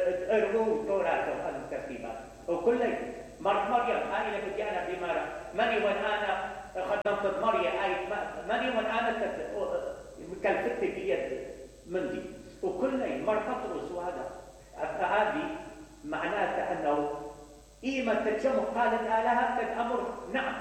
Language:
Mesopotamian Arabic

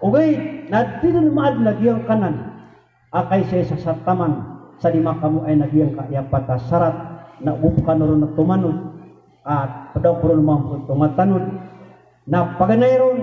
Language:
Maranao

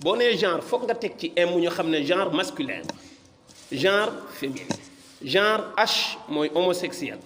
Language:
Wolof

